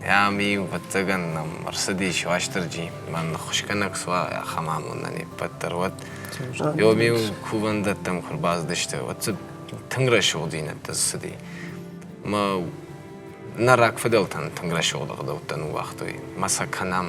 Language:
Ossetic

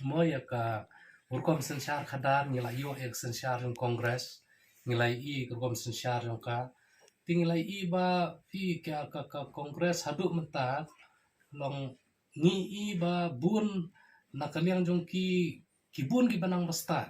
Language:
Khasi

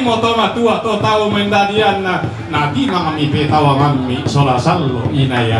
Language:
Toraja-Sa'dan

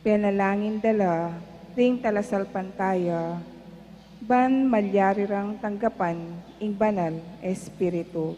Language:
Pampanga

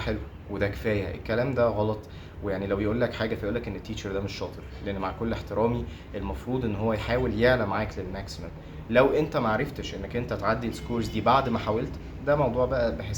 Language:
Egyptian Arabic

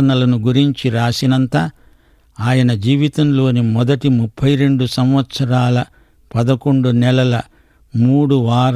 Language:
Telugu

